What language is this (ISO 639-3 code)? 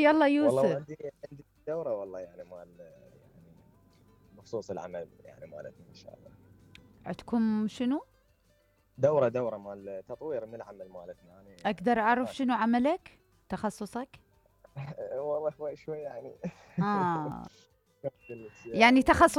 acm